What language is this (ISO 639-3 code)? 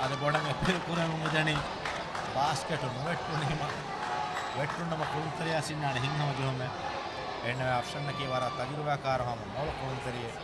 div